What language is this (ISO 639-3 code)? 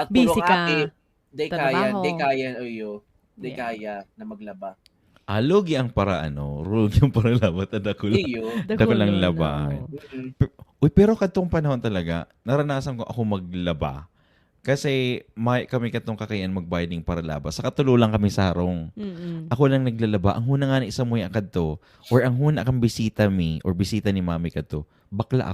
bik